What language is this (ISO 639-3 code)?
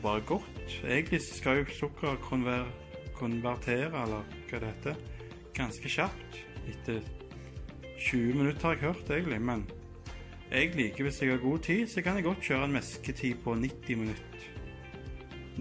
nor